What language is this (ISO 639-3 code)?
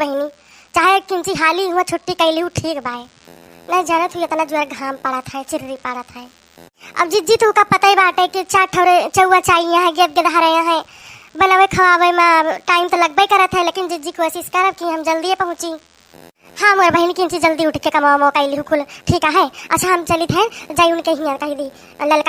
awa